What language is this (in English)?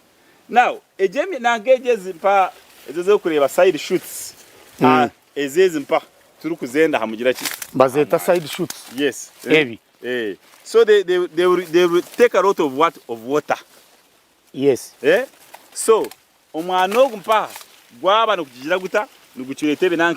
Nyankole